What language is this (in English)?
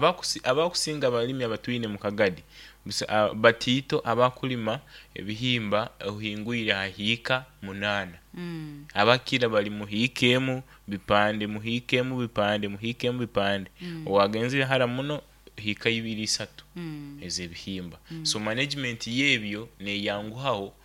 Nyoro